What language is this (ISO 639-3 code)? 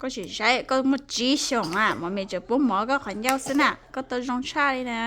hmn